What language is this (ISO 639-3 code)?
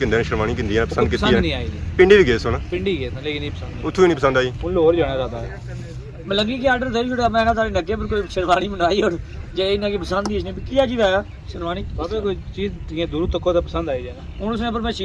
phr